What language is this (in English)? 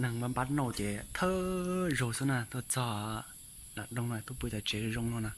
Hmong